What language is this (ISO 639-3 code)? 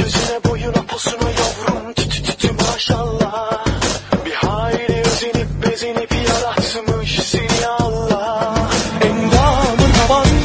tur